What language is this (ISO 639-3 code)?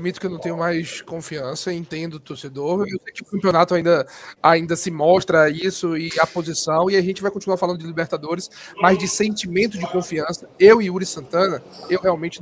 por